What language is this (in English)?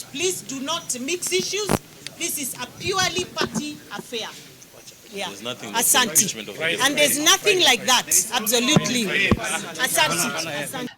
Kamba